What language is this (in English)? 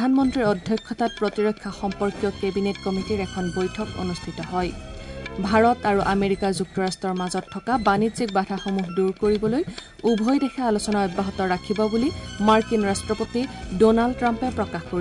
Assamese